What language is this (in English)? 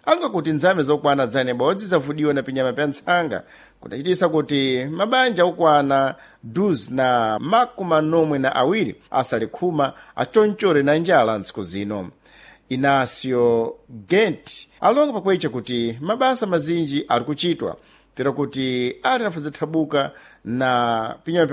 Sena